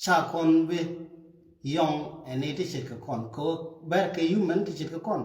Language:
Nuer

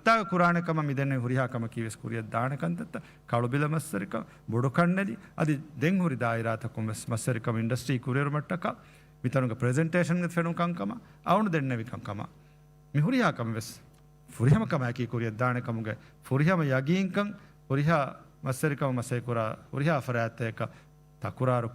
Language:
Divehi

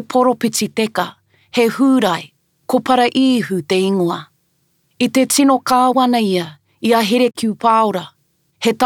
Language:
Māori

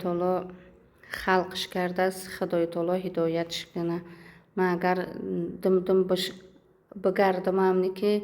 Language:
Tajik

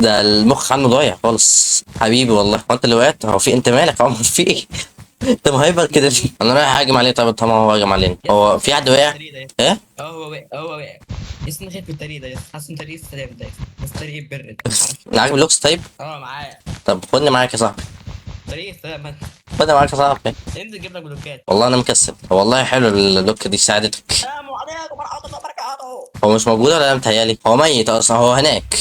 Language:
Egyptian Arabic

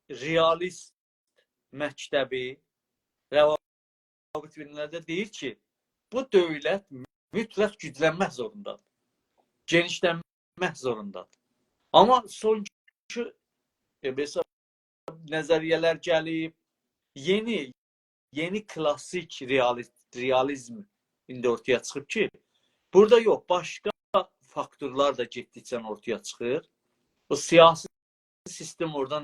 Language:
South Azerbaijani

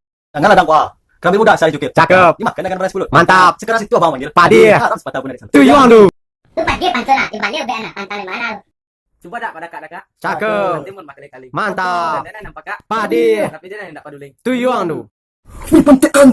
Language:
Minangkabau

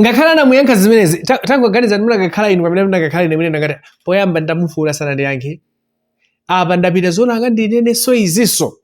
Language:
Nyanja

